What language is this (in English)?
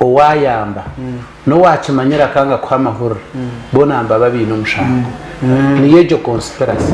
Nyankole